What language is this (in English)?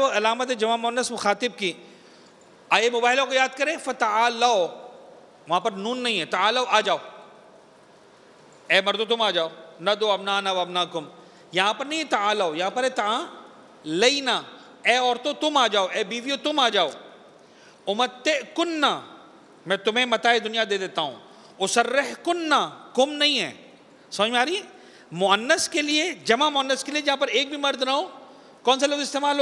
Urdu